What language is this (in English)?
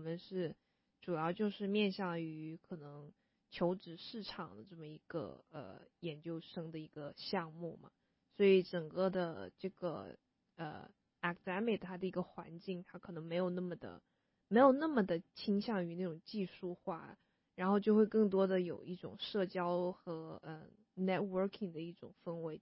Chinese